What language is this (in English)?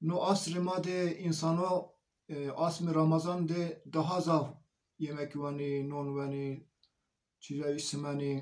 Zaza